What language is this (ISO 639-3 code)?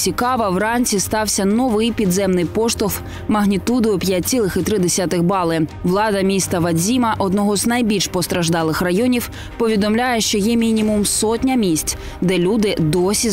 ukr